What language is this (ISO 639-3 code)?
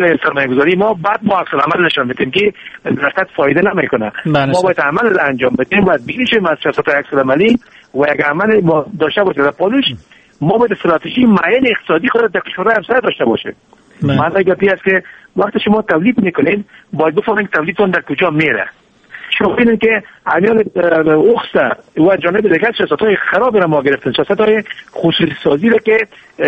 fas